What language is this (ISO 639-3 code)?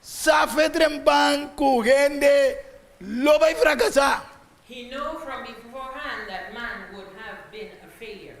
pap